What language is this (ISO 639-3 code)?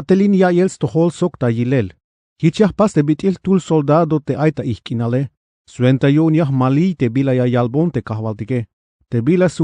tzh